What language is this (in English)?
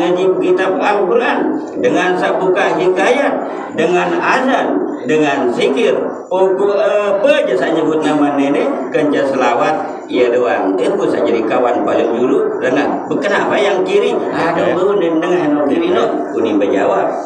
Sasak